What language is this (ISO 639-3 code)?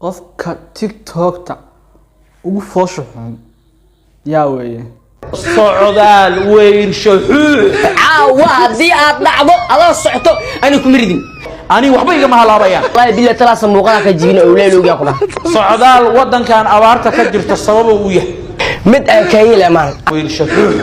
som